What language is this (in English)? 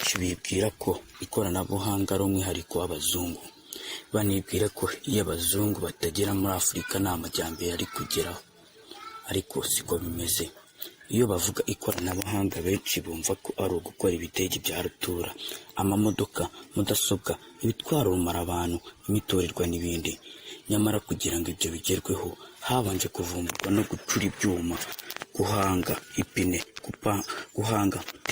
Kinyarwanda